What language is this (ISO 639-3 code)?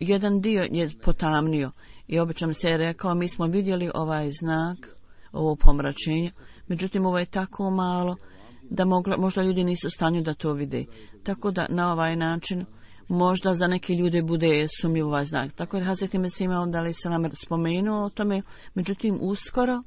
bos